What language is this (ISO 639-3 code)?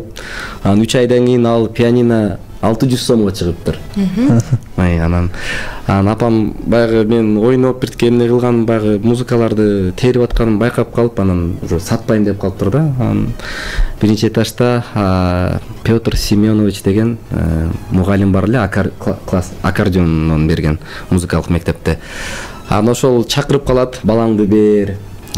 kir